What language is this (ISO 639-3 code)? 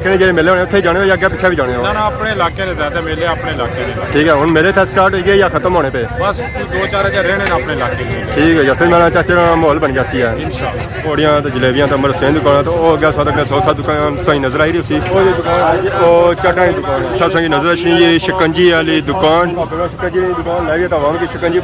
phr